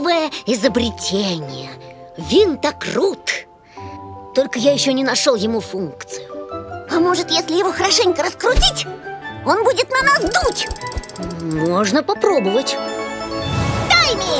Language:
Russian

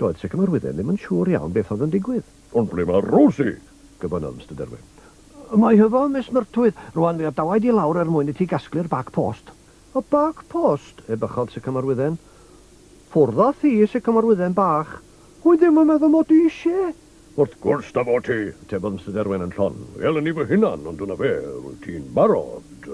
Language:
Welsh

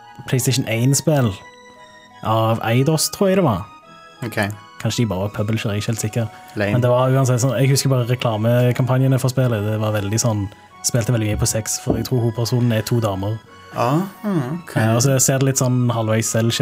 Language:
Norwegian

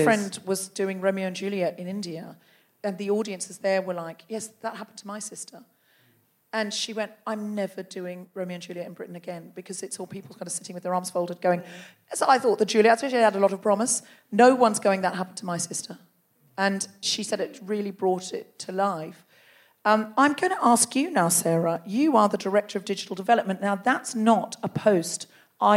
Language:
English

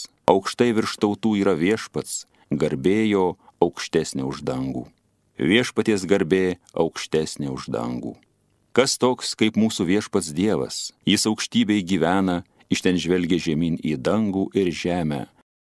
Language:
Lithuanian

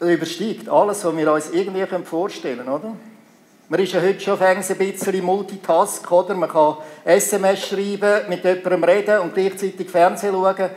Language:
Swiss German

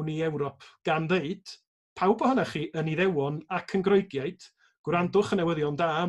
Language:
Welsh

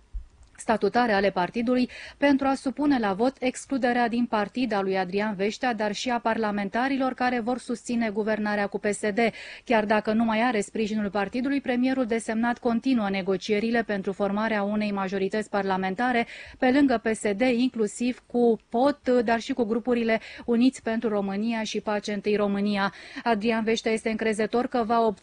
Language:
Romanian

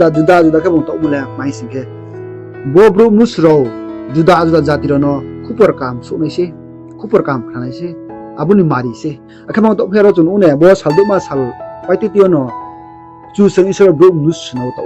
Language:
Riang (India)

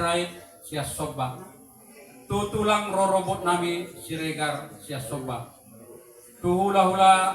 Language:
Batak Toba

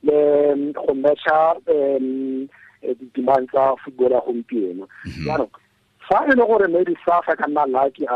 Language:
Tswana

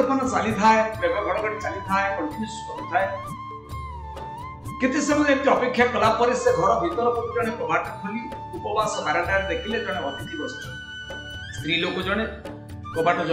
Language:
Odia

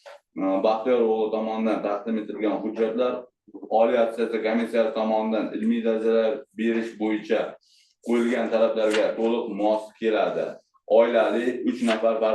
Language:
Uzbek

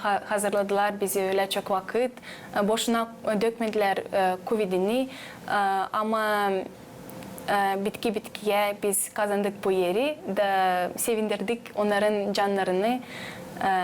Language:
Gagauz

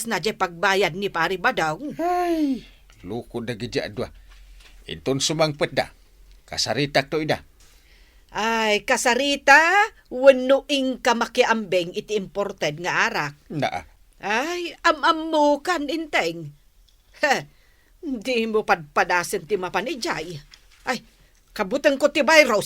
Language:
Iloko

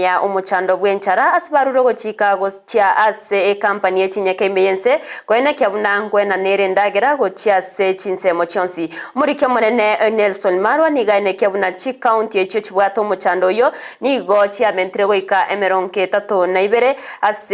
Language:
Gusii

